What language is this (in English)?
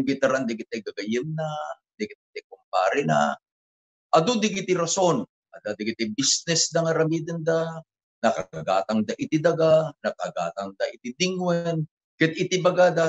Iloko